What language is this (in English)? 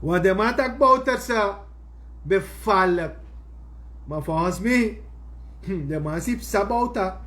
Sranan Tongo